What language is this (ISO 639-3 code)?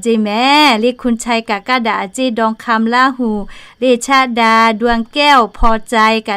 lhu